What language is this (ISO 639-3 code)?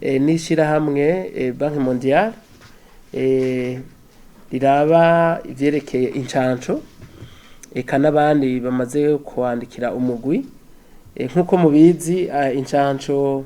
run